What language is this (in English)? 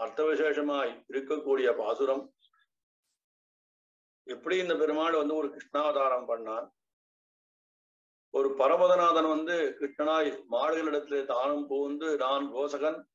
Tamil